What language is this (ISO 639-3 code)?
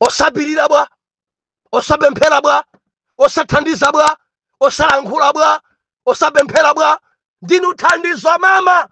nya